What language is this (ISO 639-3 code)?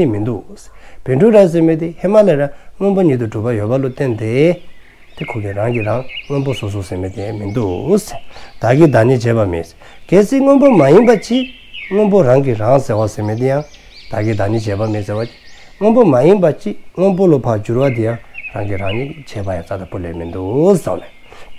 dzo